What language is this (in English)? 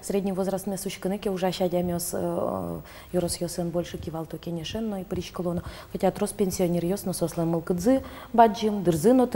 Udmurt